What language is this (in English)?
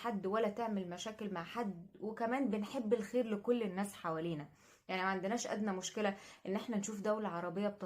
Egyptian Arabic